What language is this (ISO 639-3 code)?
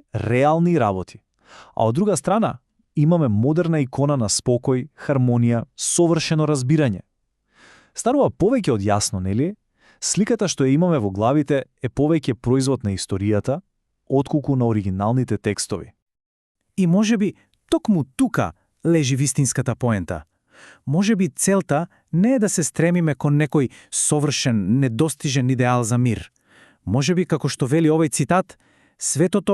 mkd